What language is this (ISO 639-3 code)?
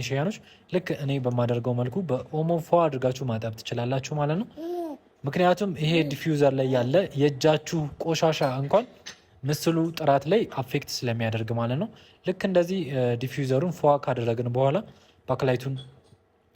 amh